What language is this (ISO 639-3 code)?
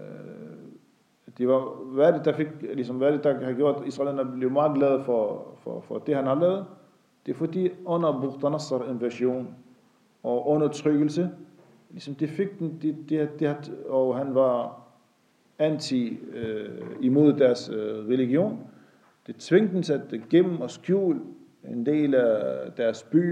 dan